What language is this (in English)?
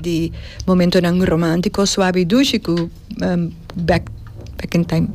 Papiamento